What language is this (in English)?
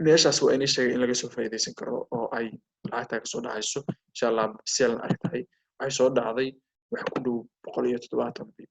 Somali